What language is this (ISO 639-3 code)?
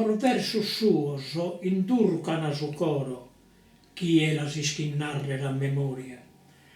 srd